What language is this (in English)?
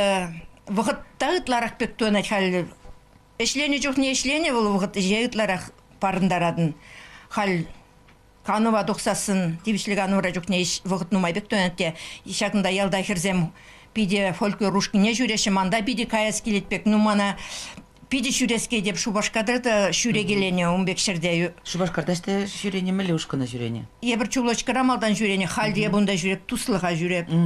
Chuvash